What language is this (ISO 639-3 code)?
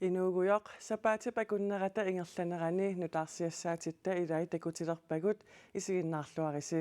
kal